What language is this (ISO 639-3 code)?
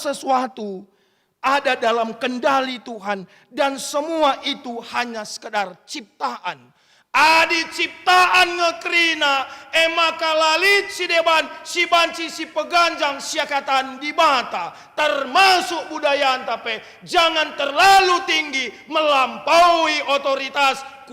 btx